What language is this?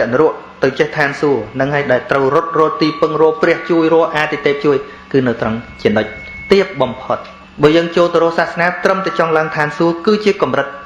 Khmer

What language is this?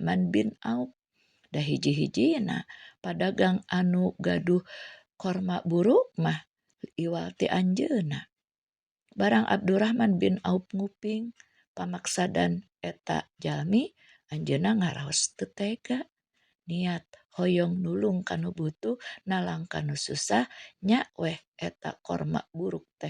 Sundanese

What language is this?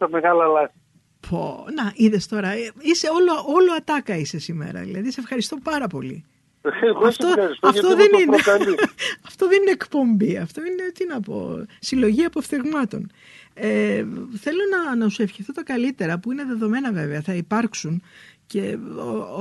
Greek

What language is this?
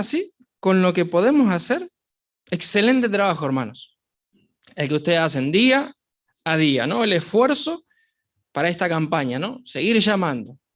Guarani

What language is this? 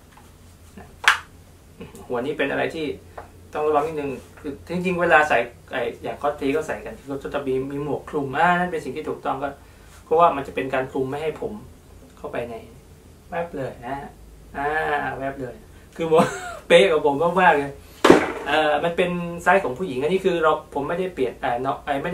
Thai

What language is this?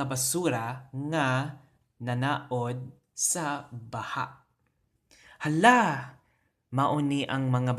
Cebuano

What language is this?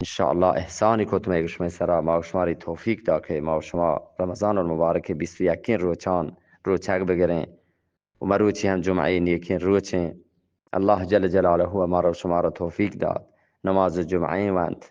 Eastern Balochi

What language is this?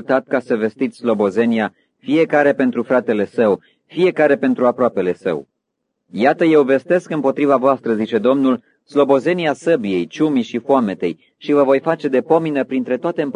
Romanian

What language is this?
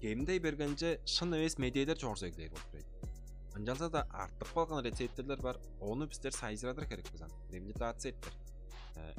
Tuvinian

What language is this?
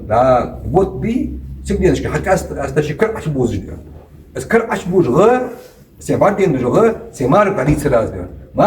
Ingush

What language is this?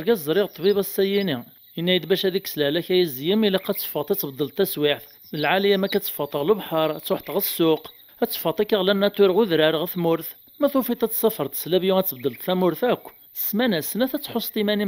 Kabyle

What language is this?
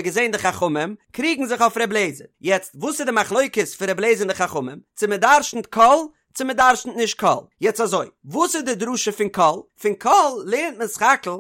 Yiddish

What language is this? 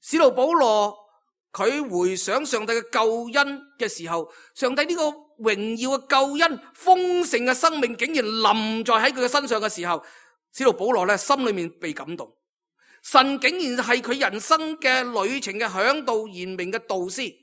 Cantonese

